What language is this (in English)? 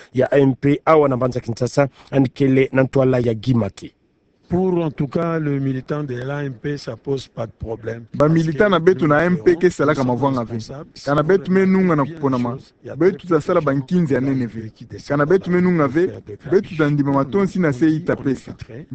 Kituba (Democratic Republic of Congo)